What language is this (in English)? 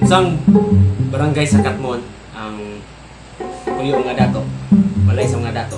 Cebuano